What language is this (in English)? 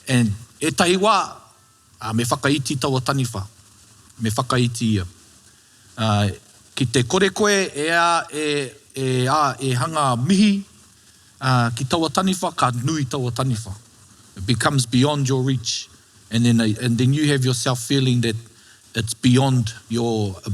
Māori